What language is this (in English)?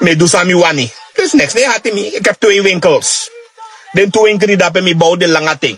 Sranan Tongo